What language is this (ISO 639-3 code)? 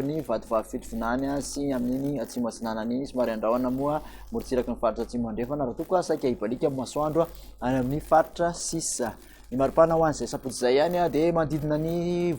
mlg